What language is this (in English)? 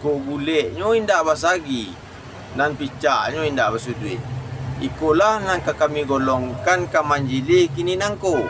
Minangkabau